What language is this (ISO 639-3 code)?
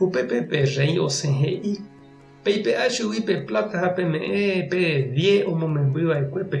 grn